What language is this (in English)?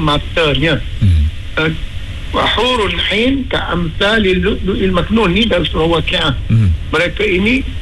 Malay